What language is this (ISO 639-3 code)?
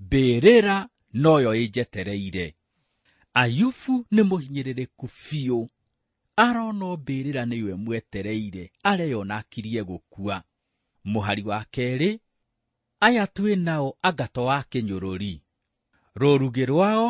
kik